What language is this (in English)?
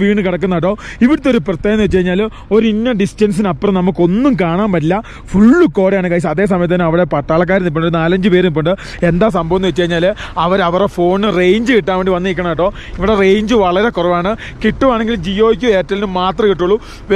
Malayalam